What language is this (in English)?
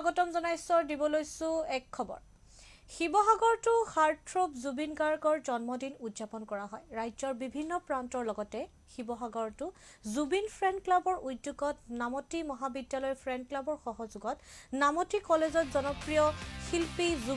Assamese